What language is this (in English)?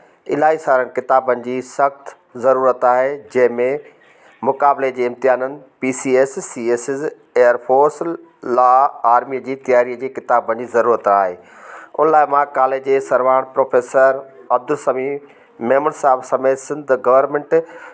Sindhi